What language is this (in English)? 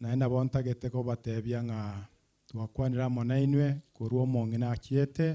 Gusii